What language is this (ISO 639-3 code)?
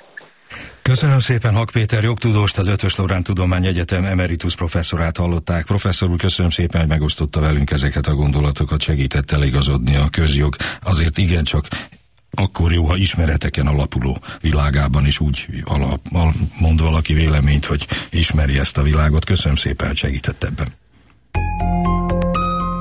hun